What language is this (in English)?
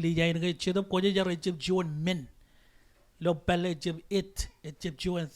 Marshallese